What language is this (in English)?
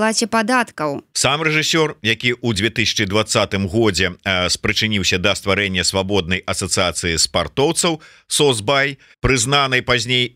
Belarusian